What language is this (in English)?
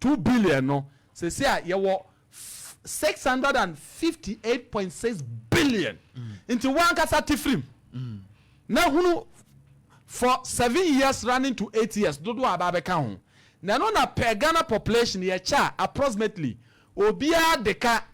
Akan